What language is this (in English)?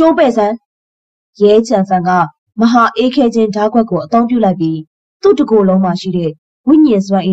Burmese